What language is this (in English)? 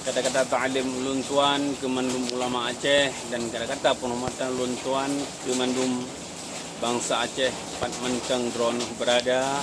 Achinese